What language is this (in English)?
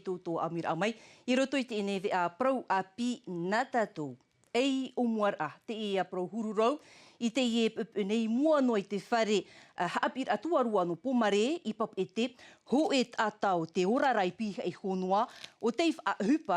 Tahitian